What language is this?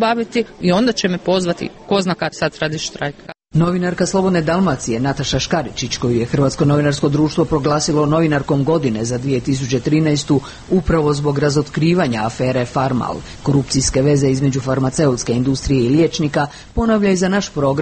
Croatian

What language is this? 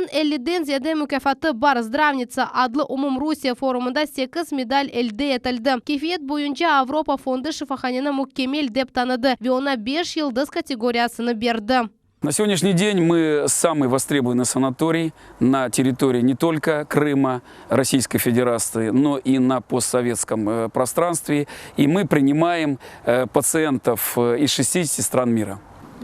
Crimean Tatar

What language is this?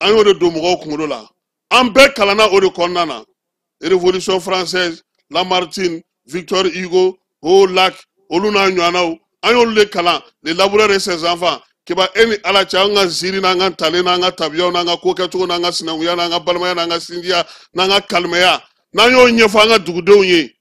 Bambara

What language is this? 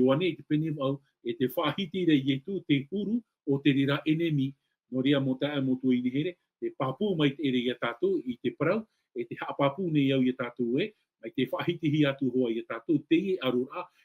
Tahitian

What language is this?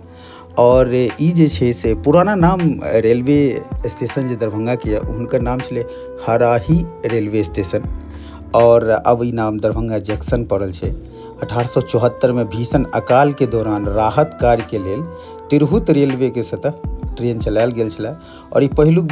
Maithili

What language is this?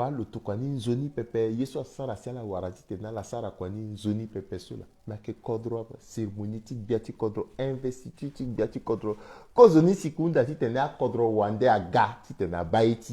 Sango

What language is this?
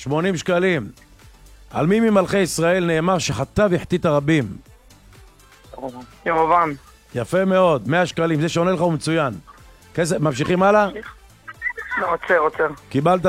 Hebrew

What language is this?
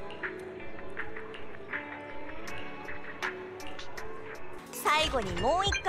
Japanese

